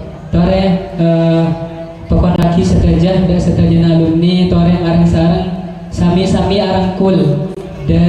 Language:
Madurese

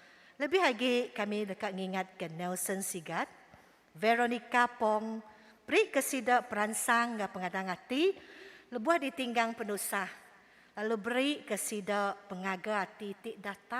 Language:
Iban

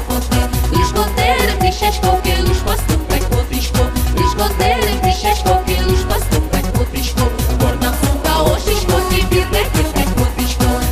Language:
Udmurt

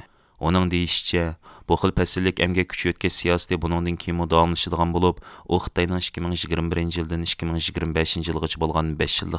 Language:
Uyghur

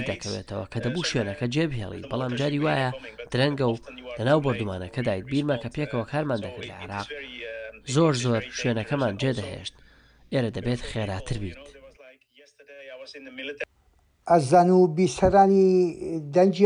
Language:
Central Kurdish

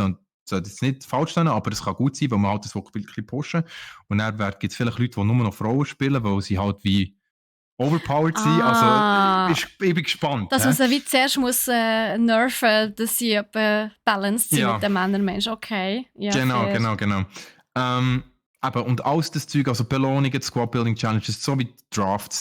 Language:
Swiss German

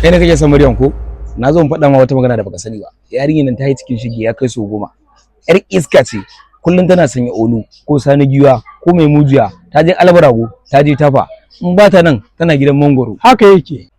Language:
Hausa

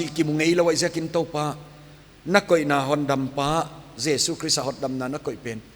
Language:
Paite Chin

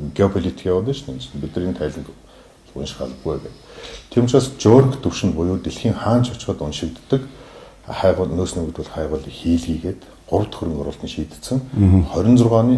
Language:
Mongolian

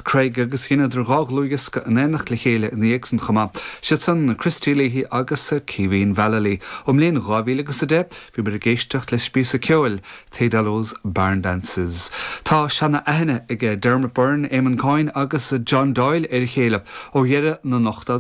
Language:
Irish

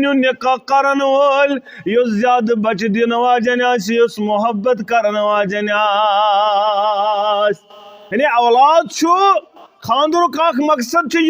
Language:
Kashmiri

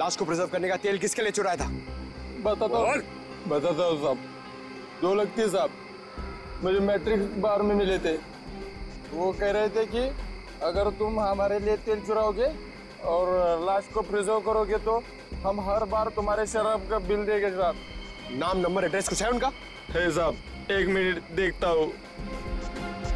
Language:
Hindi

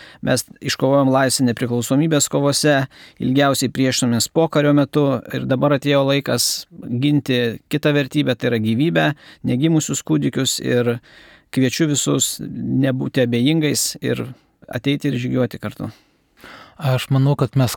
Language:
Lithuanian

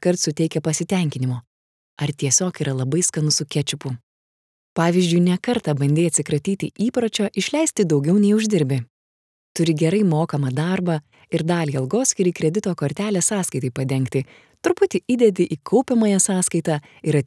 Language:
Lithuanian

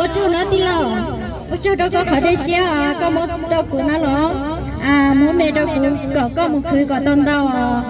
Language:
Hmong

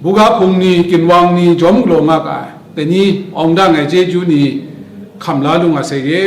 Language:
Kachin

